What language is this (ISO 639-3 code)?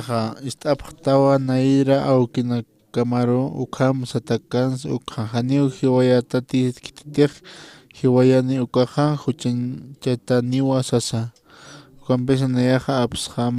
aym